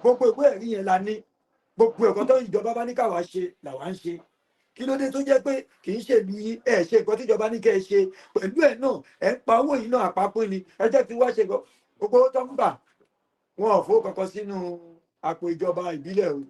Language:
Yoruba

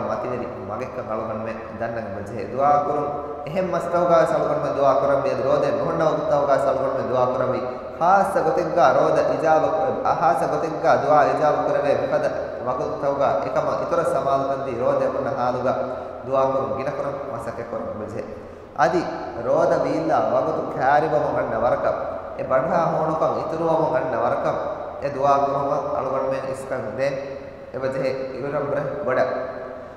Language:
Divehi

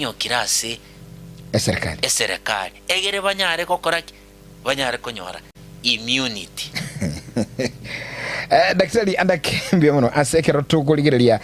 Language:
Gusii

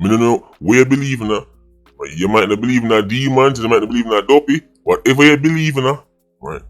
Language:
Jamaican Creole English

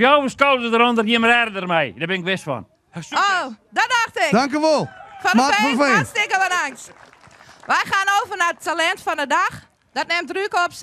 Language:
Western Frisian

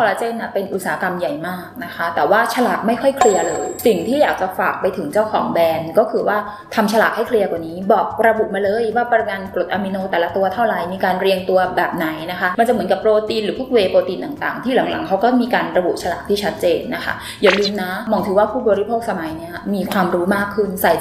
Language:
Thai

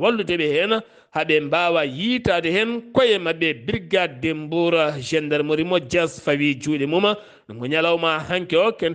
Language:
Fula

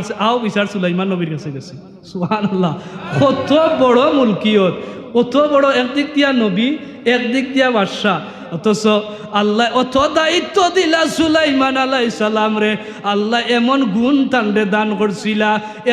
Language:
Sylheti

